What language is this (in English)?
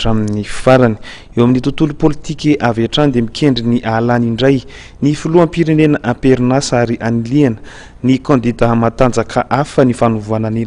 Malagasy